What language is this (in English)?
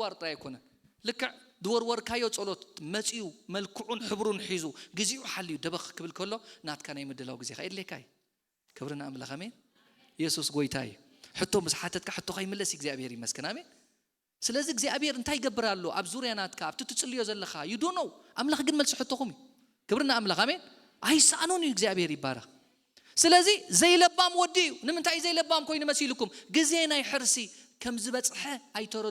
Tigrinya